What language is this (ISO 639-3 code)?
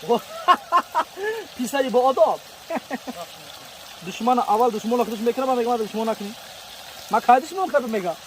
tgk